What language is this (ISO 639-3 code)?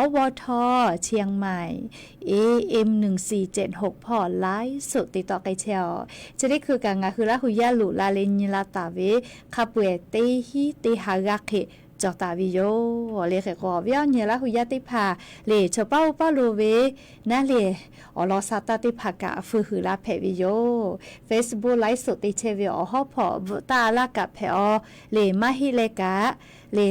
lhu